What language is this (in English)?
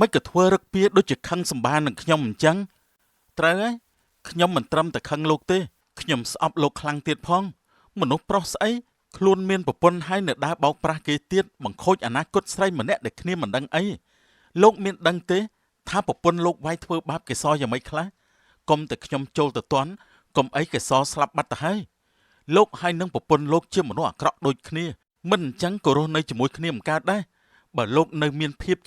Khmer